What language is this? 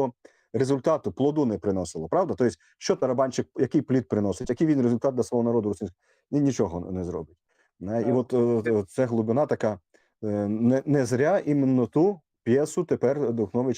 Rusyn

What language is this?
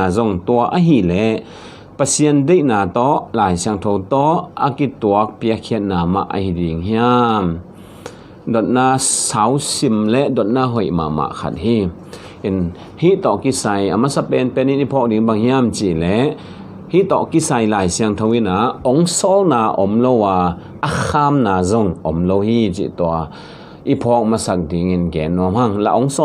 Tedim Chin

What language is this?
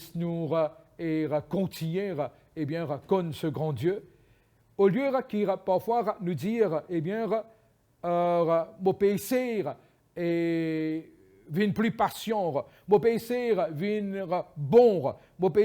Morisyen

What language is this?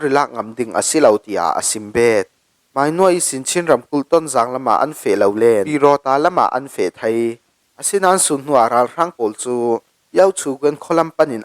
Falam Chin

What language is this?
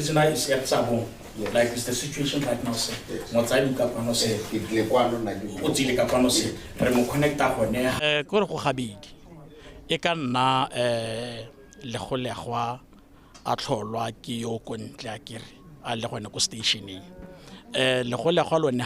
Tswana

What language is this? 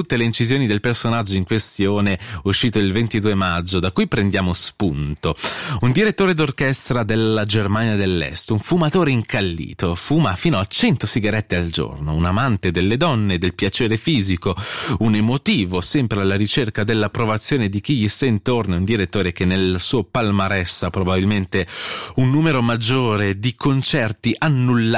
Italian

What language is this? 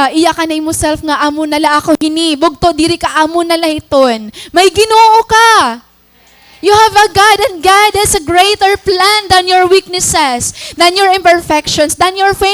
Waray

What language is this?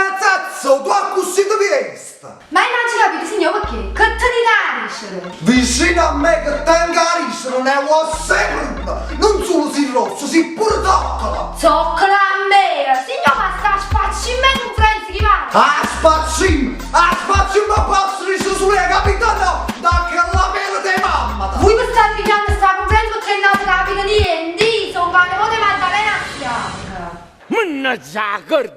Neapolitan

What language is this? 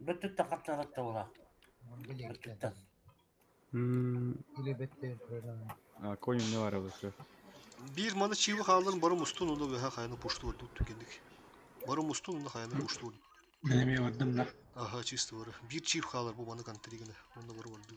Yakut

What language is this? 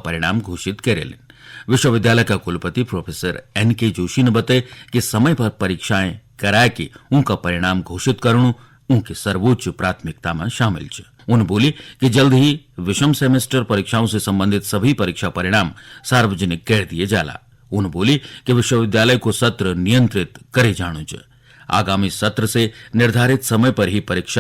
Garhwali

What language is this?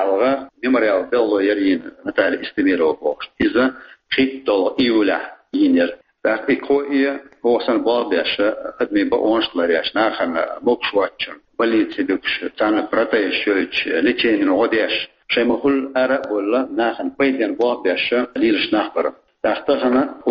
Chechen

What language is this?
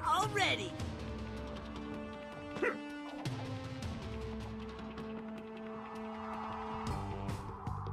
English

